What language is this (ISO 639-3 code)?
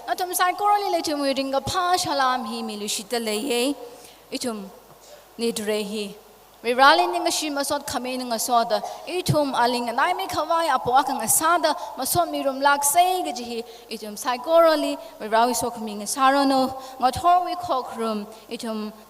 nmf